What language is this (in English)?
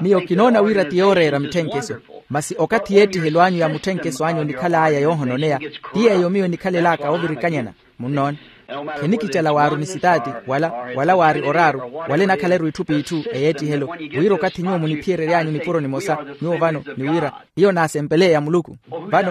Makhuwa